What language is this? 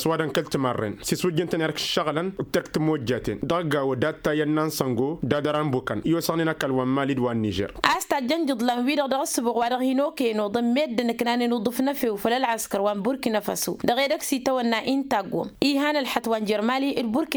Tamasheq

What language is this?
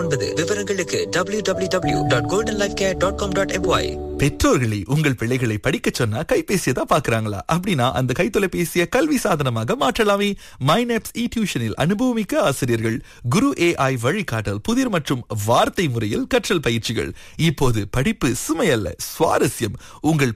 Tamil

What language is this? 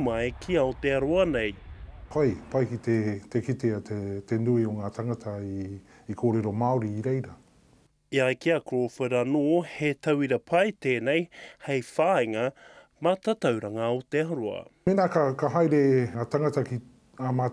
Māori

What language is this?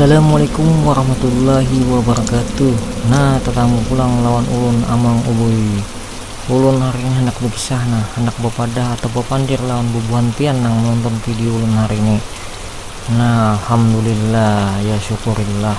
Banjar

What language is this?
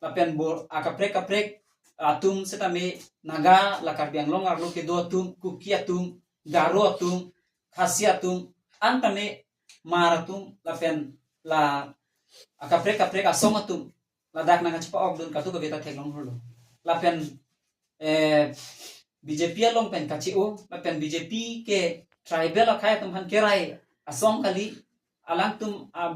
Karbi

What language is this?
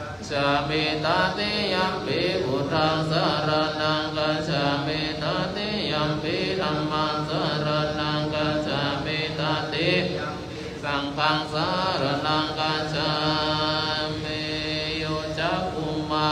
Pali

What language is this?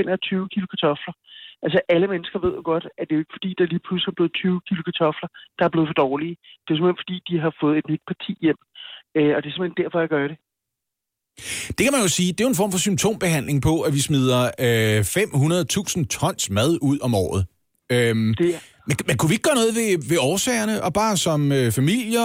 Danish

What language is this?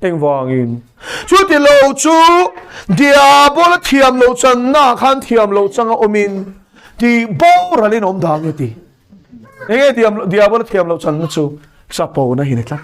Mizo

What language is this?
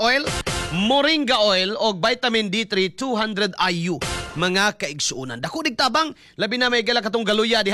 Cebuano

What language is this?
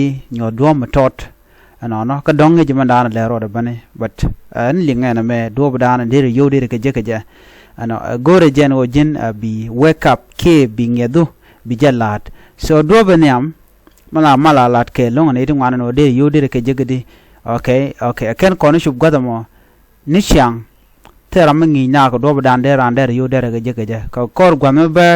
Nuer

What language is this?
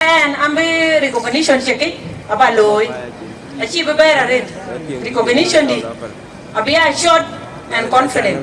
Dinka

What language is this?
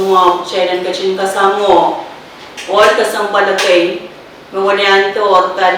Pohnpeian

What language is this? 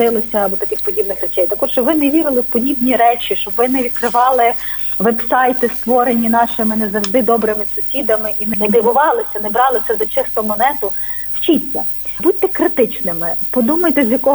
Ukrainian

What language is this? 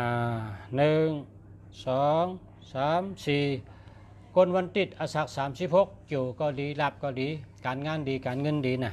Shan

